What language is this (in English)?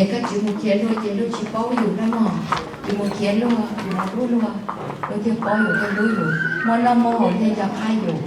Hmong